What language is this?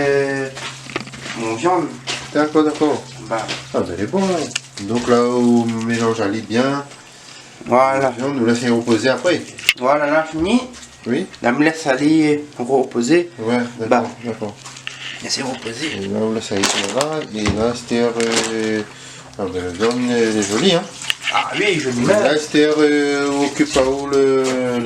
Réunion Creole French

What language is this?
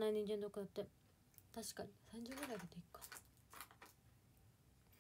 Japanese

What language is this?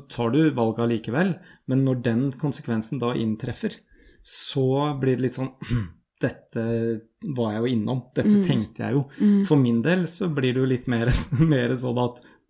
Norwegian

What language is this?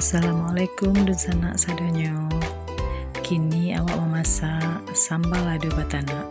Minangkabau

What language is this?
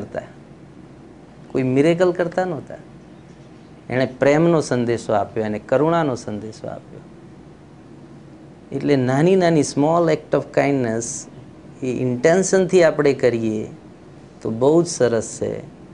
Gujarati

